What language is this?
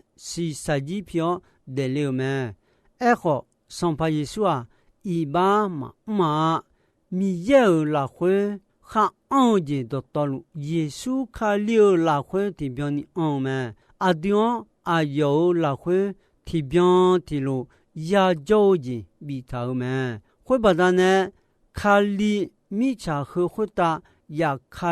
Akha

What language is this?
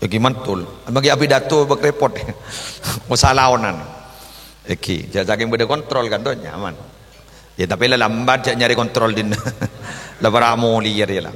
Madurese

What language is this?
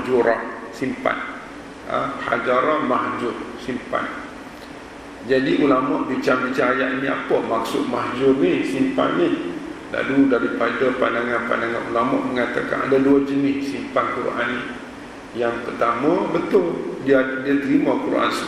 Malay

